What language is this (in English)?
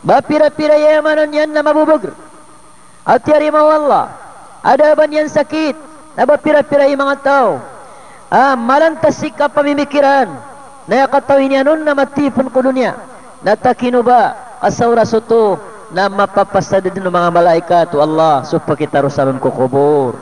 Maranao